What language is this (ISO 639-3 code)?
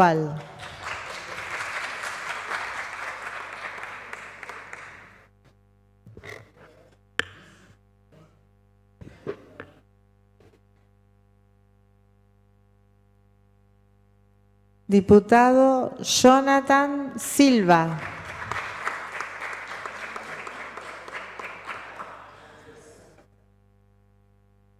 spa